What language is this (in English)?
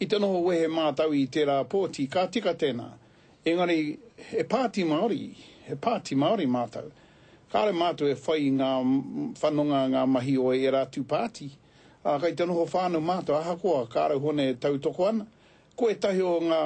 Māori